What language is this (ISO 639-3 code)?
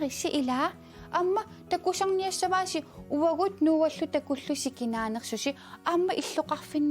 kal